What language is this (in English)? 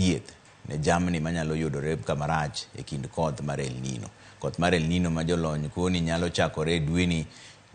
Luo (Kenya and Tanzania)